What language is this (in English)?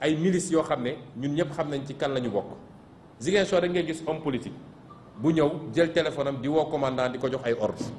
Wolof